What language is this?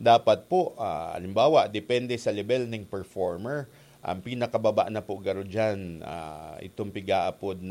Bikol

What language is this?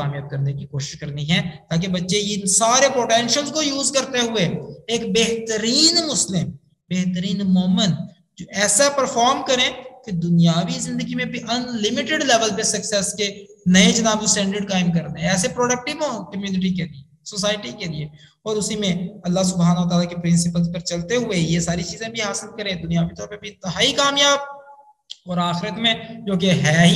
Urdu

